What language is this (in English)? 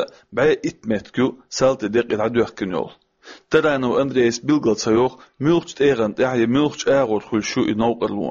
Chechen